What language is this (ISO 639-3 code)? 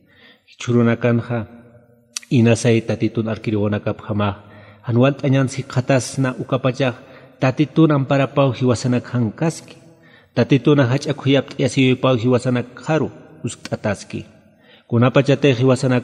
aym